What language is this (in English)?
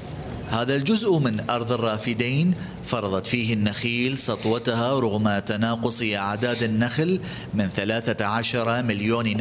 Mesopotamian Arabic